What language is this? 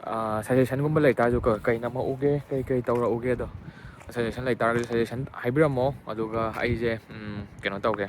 Manipuri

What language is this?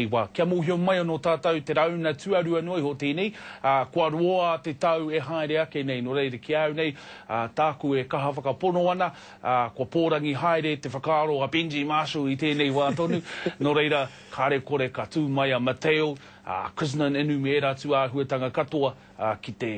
Māori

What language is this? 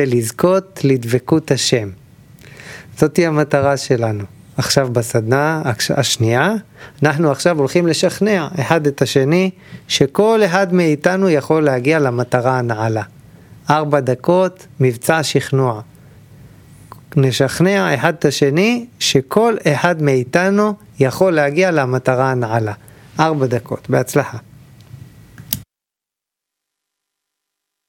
Hebrew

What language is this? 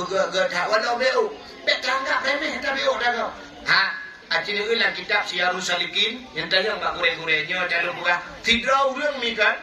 Achinese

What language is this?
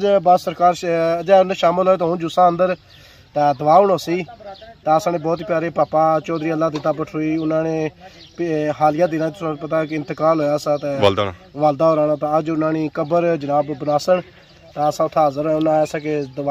Pahari-Potwari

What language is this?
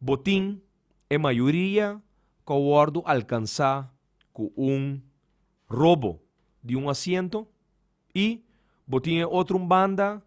Papiamento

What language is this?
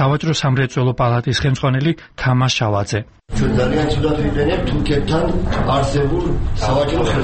Georgian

